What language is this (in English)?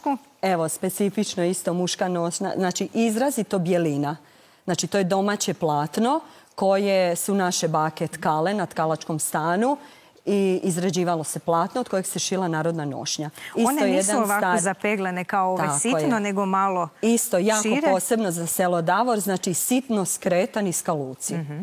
Croatian